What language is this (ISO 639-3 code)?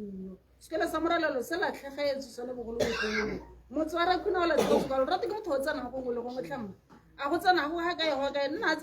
tsn